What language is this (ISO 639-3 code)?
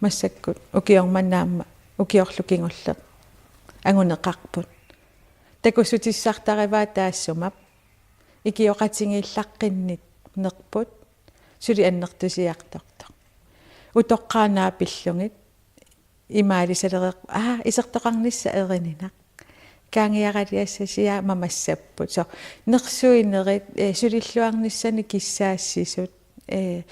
kal